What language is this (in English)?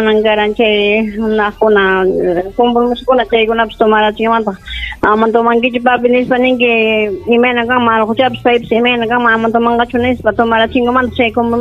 Ayacucho Quechua